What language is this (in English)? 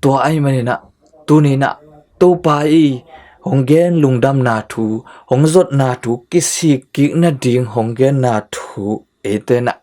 Tedim Chin